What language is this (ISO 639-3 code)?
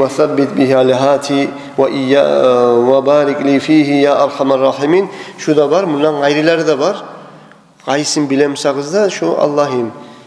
kum